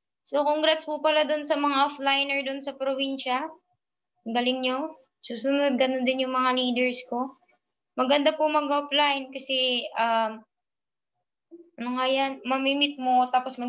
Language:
Filipino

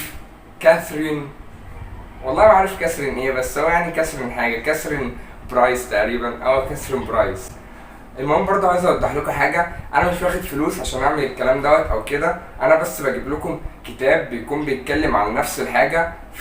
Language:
Egyptian Arabic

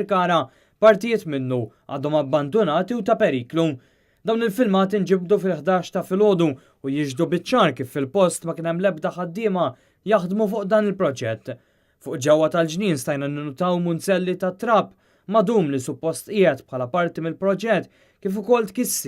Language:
Maltese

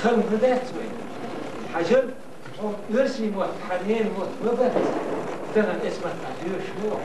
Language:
Chechen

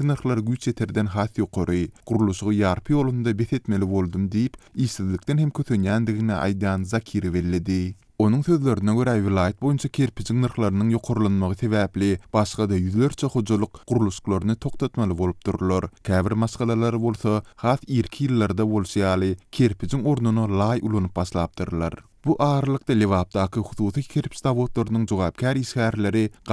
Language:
Turkmen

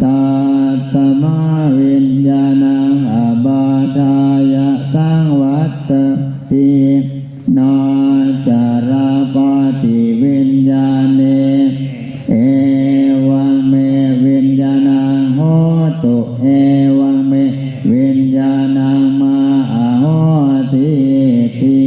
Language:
Pali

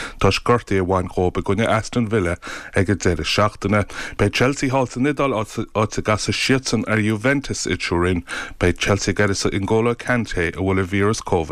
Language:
Irish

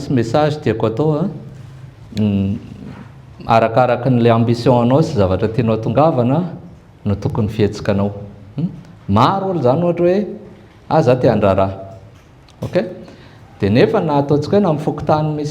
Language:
Malagasy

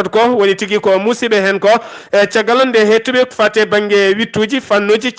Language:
Fula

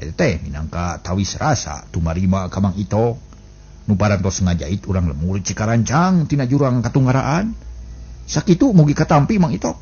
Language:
Sundanese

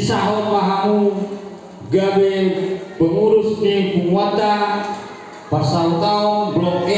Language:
Batak Toba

